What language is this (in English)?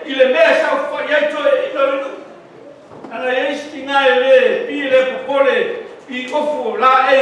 Samoan